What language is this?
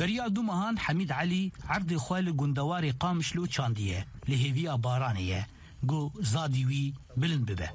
Kurdish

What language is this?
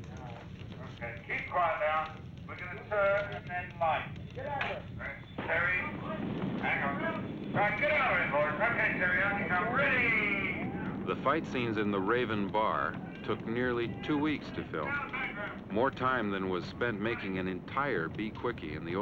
English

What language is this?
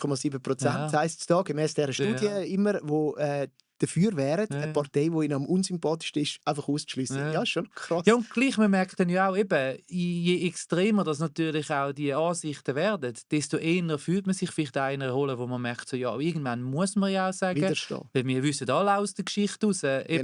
Swiss German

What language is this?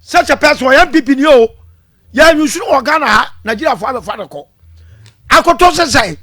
Akan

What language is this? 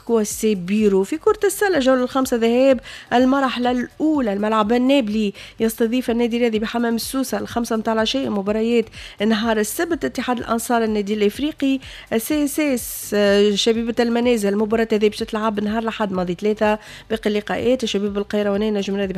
Tunisian Arabic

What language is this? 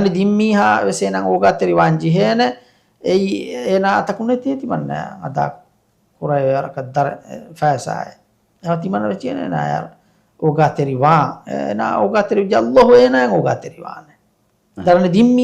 Divehi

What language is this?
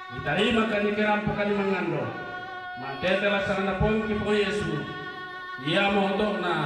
Toraja-Sa'dan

